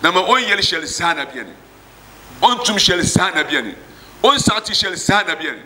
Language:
Dagbani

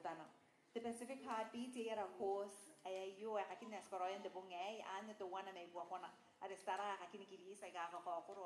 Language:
Gilbertese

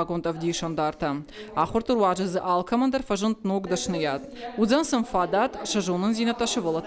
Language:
Ossetic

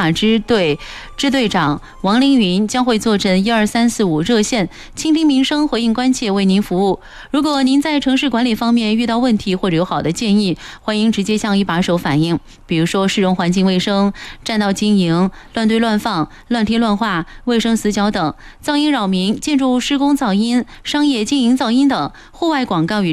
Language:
Chinese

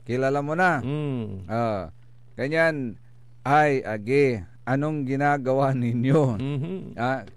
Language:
Pangasinan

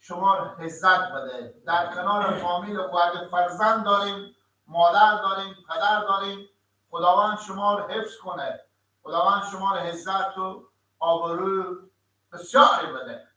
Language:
Persian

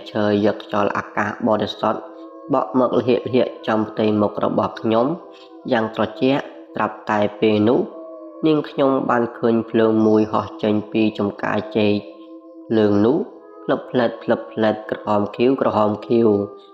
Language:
Khmer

